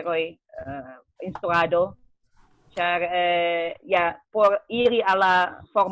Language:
Esperanto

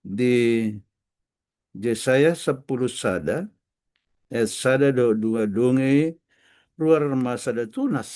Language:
Batak Toba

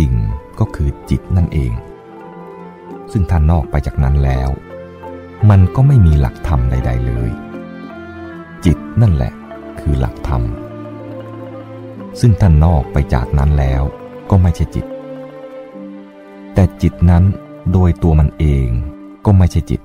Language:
Thai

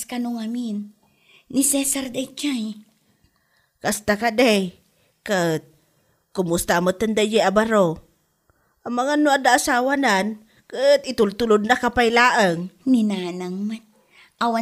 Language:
Iloko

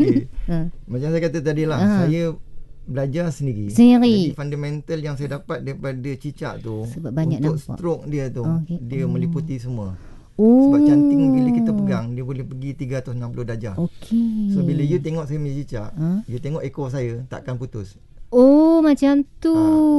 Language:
Malay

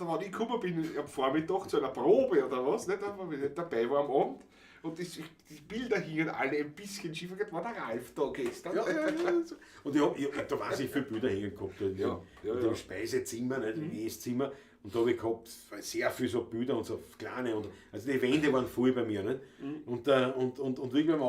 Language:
Bavarian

